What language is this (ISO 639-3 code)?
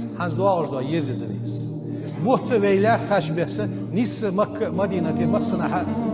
inh